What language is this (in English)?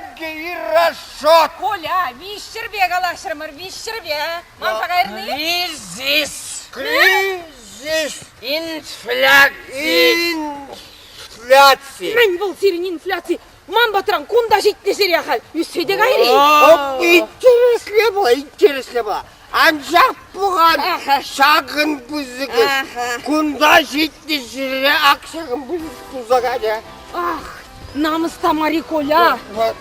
Chuvash